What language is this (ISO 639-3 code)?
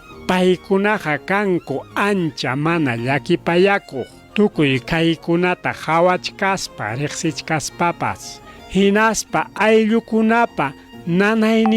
quy